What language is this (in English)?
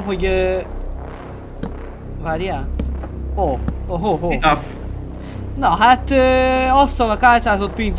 Hungarian